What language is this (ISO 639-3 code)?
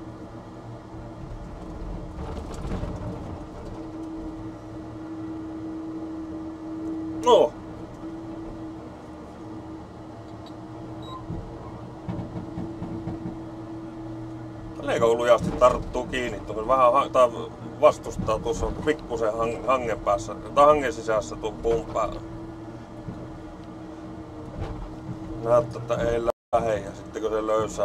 fin